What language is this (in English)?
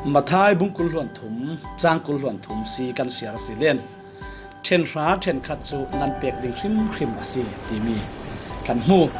Falam Chin